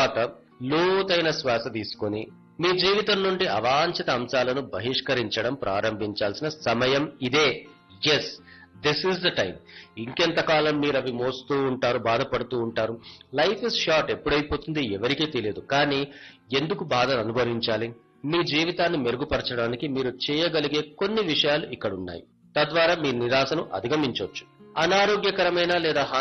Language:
Telugu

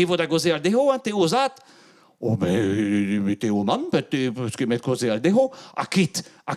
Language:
Breton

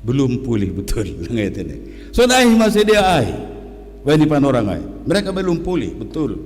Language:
Batak Simalungun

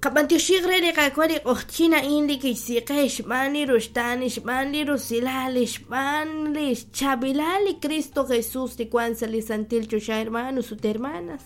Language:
Kekchí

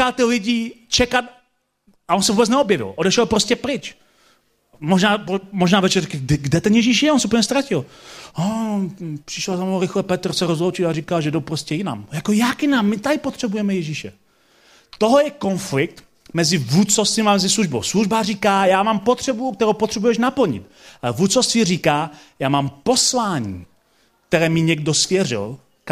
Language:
Czech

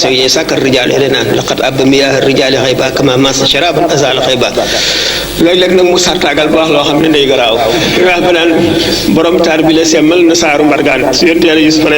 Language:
Wolof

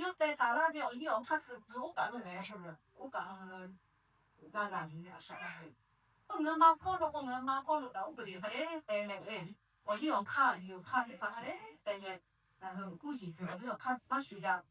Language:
Lahu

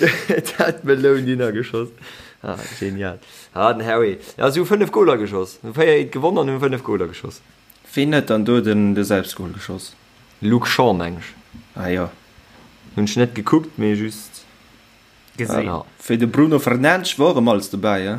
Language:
Luxembourgish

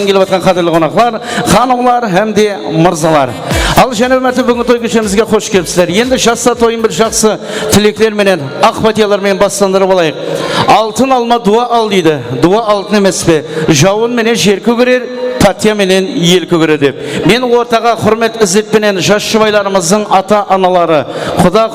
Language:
Kara-Kalpak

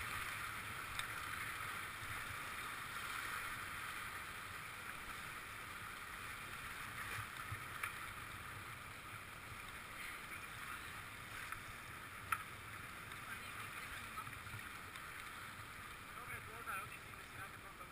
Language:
Slovak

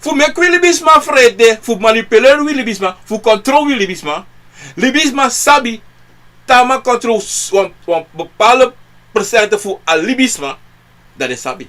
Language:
Sranan Tongo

